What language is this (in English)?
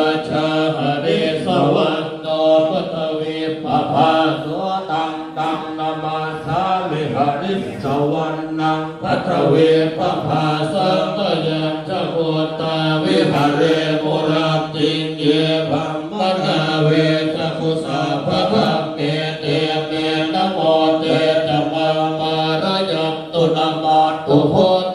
Pali